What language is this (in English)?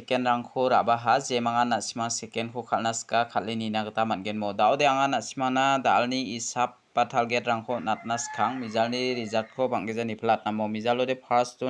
Garo